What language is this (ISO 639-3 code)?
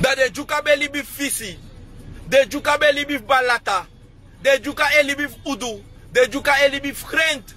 srn